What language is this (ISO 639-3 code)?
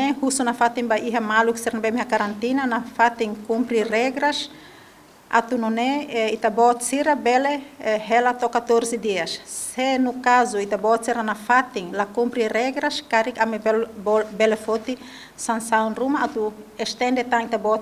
tet